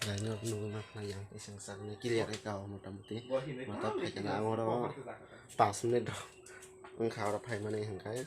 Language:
Kok Borok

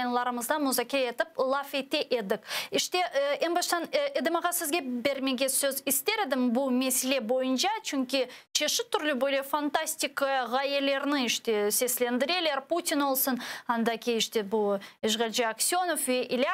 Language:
Crimean Tatar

